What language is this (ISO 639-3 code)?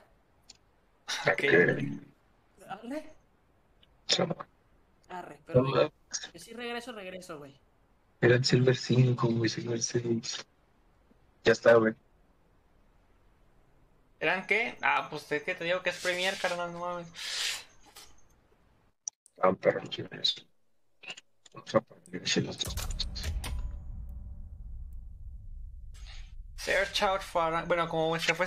spa